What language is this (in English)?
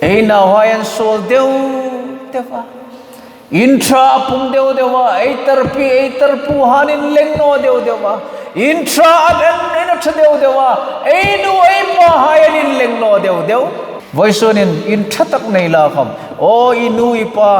Hmar